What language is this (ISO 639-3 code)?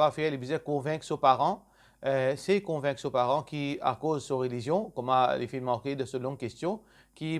mfe